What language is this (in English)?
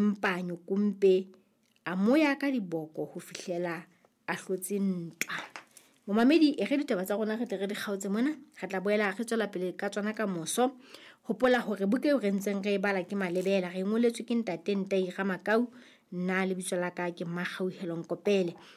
Southern Sotho